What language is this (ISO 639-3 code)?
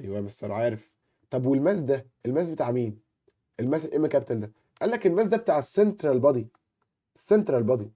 arz